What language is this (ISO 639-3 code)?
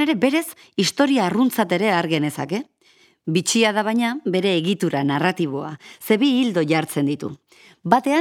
eus